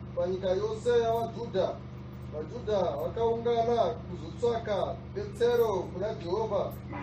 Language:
Shona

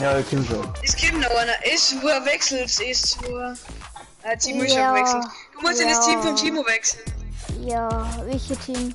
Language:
Bavarian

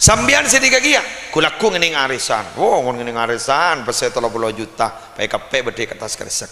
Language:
Madurese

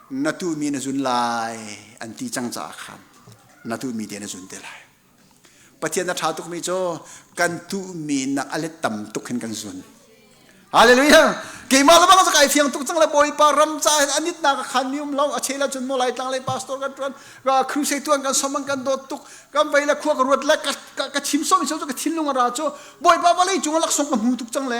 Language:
Hakha Chin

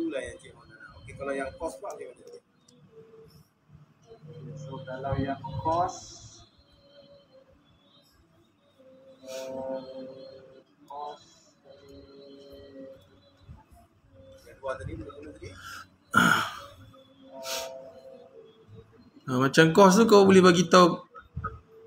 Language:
Malay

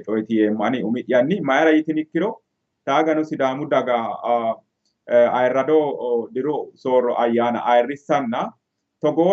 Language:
Sidamo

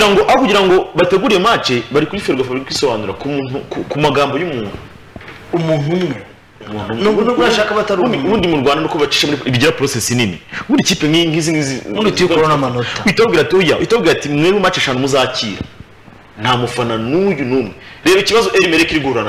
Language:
Kinyarwanda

